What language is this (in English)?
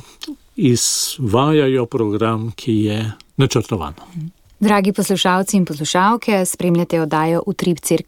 Slovenian